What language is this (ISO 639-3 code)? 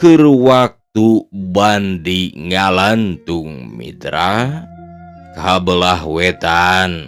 sun